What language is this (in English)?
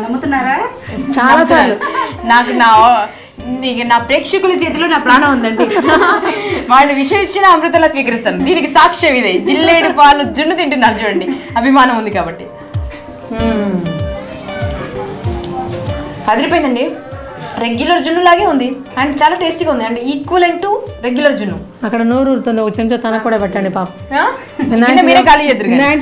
Telugu